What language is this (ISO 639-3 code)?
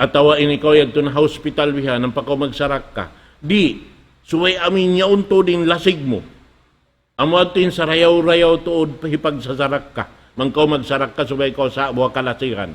tsg